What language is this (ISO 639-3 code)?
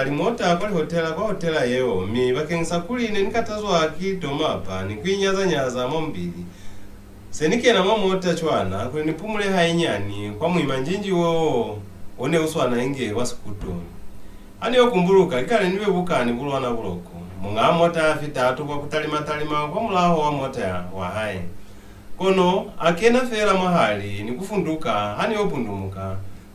loz